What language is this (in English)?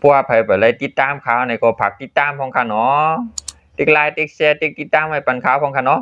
Shan